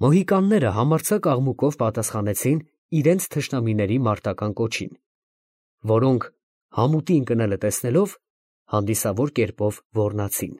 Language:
Armenian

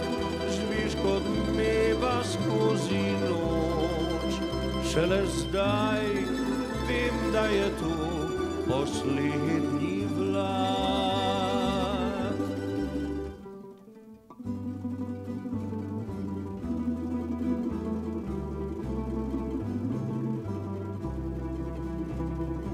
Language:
Slovenian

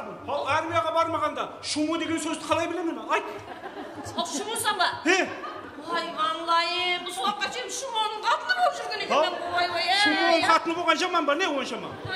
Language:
Kara-Kalpak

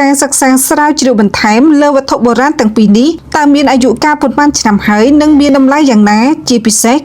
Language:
Khmer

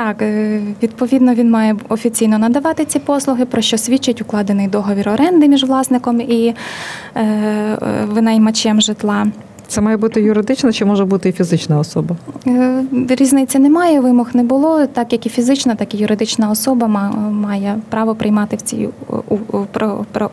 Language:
Ukrainian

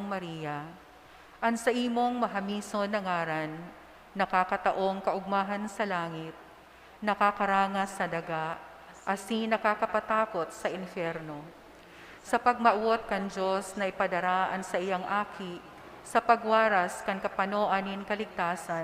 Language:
Bikol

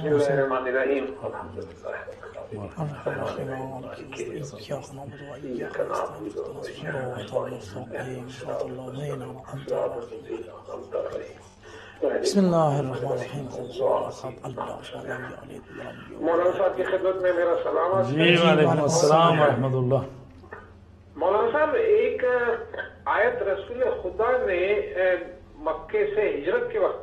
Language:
Urdu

